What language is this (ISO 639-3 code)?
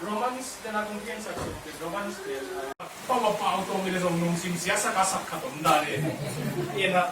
ctd